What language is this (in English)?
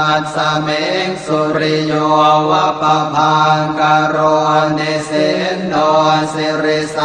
Pali